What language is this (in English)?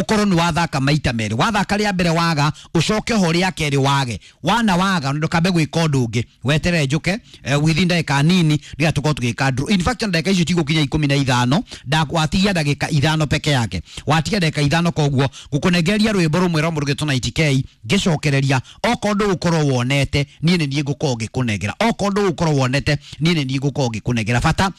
Kikuyu